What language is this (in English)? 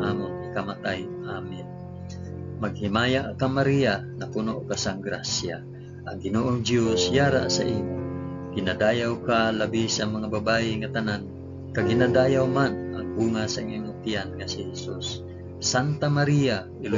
Hiligaynon